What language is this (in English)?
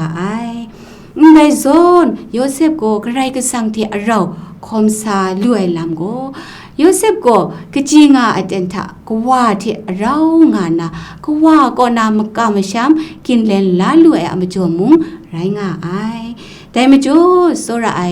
Kachin